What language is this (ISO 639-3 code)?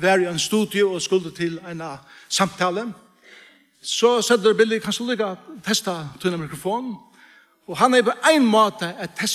fao